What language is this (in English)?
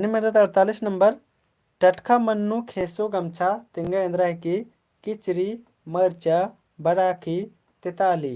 Kurukh